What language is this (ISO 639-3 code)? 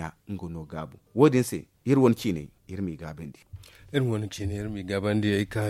dje